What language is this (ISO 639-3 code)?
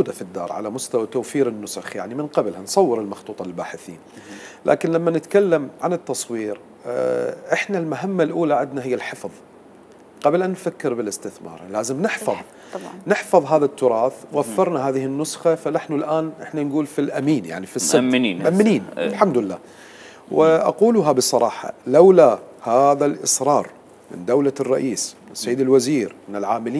acm